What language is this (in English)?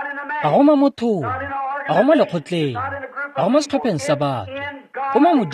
Tswana